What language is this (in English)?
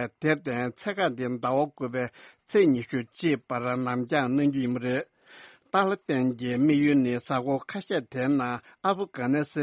Tibetan